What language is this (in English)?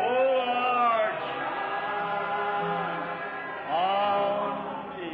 Luba-Lulua